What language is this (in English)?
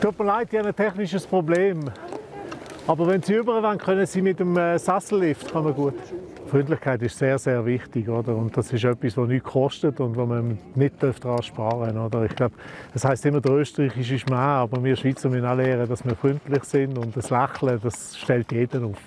Romansh